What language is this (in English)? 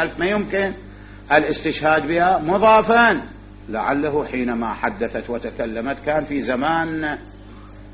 Mesopotamian Arabic